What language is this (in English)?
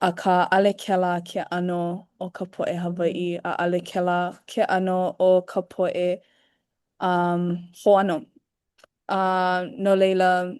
Hawaiian